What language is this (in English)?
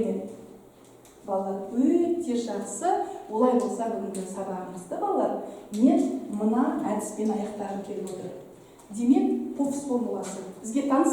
Kazakh